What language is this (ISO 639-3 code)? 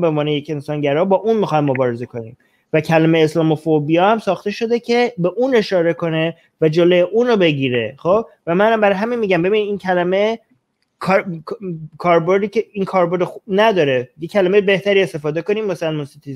fas